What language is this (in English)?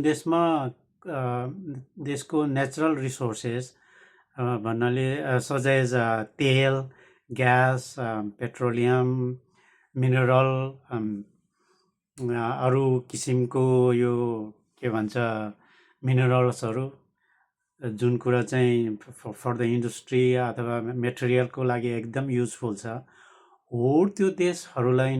Nepali